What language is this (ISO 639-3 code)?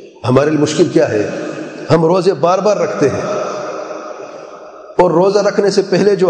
urd